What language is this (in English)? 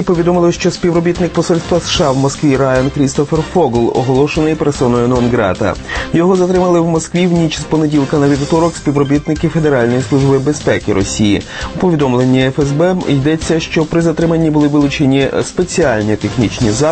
Ukrainian